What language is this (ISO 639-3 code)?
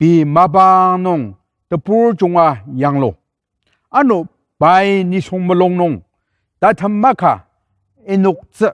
njo